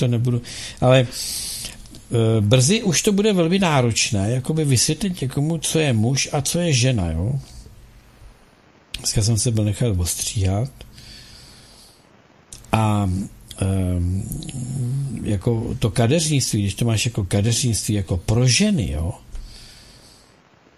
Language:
Czech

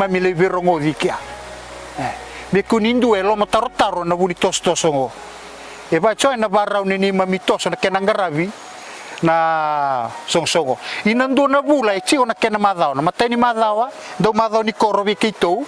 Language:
Fijian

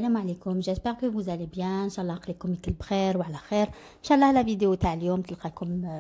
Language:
Algerian Arabic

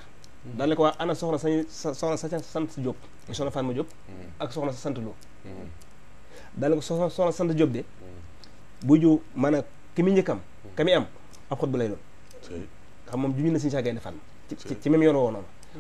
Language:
Wolof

